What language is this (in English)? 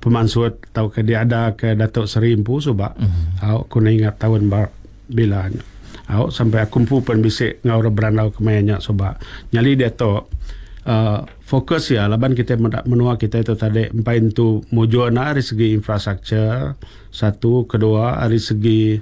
Iban